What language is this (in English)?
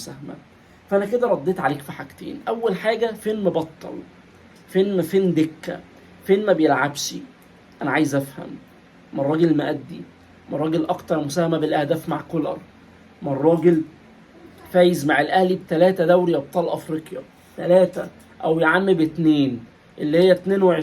Egyptian Arabic